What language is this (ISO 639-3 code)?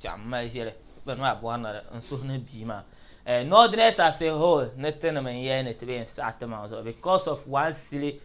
dag